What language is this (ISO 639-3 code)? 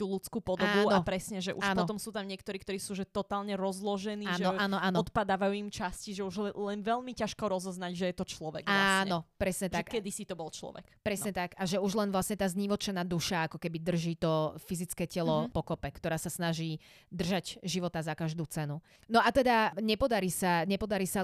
slk